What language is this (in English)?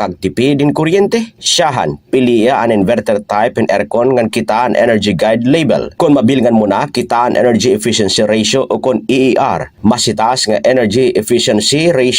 Waray